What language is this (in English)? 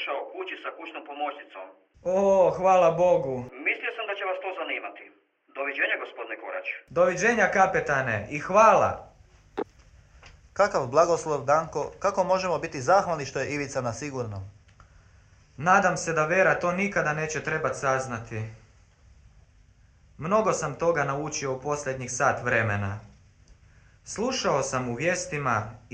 Croatian